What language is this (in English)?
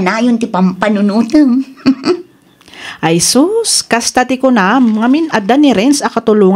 Iloko